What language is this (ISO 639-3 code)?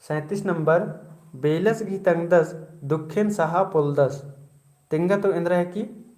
kru